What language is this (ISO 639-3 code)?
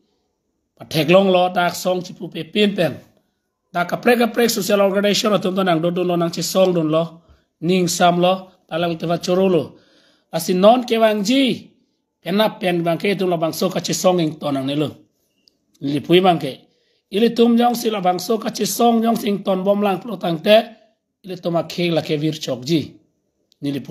mjw